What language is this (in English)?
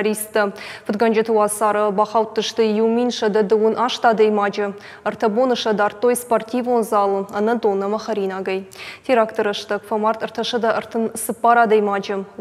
Ossetic